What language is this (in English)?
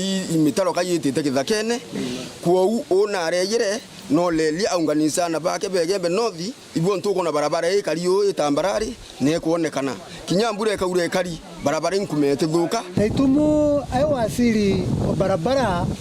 Meru